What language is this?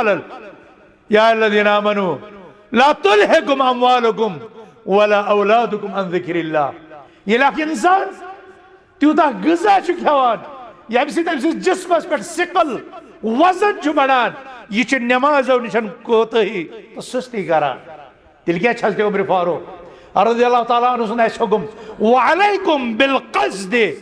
Kashmiri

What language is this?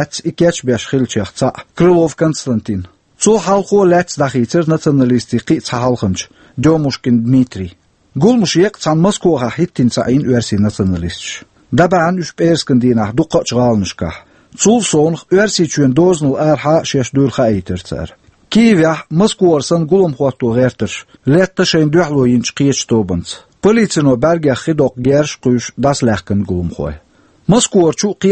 Chechen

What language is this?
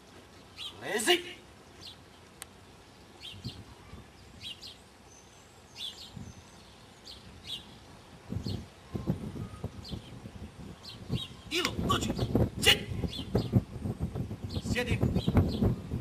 Croatian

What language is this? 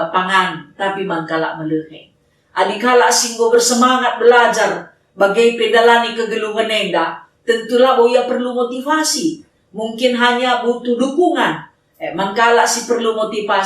Batak Karo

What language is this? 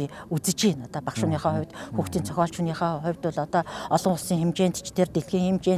Mongolian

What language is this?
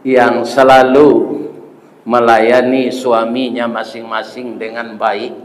Minangkabau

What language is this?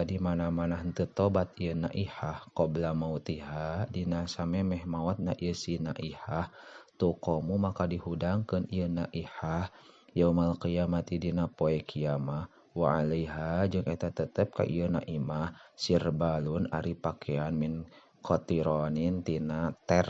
Sundanese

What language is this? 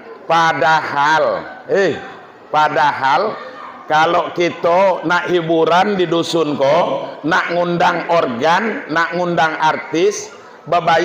Minangkabau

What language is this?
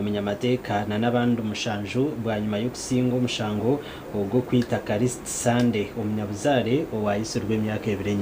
Nyankole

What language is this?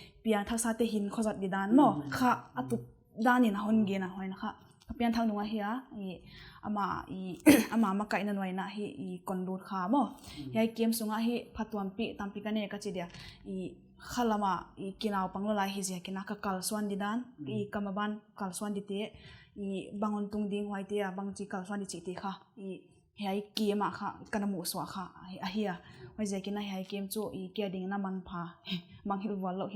Paite Chin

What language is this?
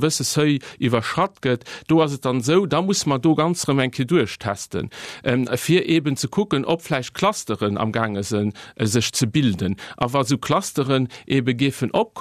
Luxembourgish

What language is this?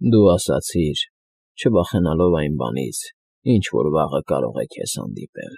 Armenian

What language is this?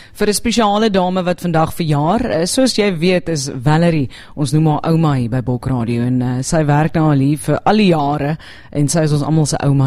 Afrikaans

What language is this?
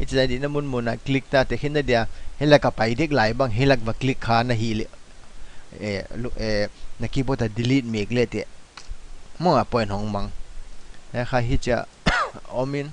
Paite Chin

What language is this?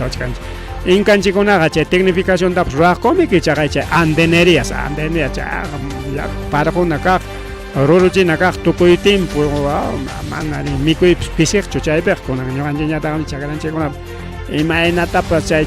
Ayacucho Quechua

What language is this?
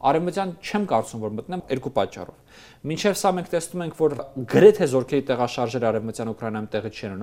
Armenian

